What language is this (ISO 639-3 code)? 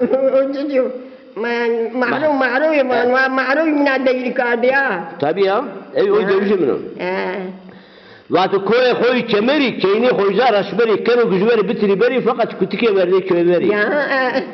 zza